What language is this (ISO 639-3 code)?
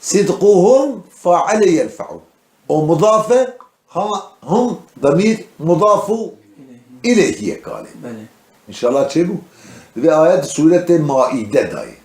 kur